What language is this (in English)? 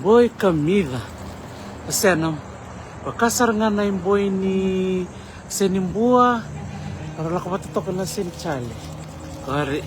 Fijian